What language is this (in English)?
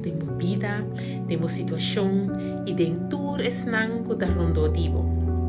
Papiamento